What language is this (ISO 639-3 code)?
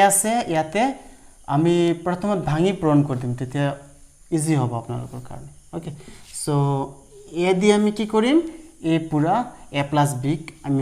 asm